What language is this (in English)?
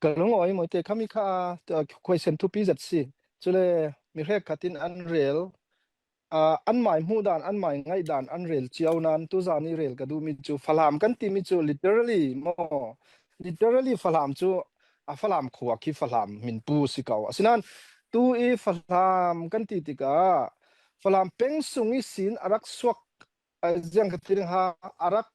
Falam Chin